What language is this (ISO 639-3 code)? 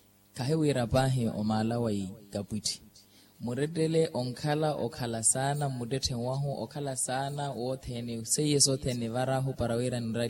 vmw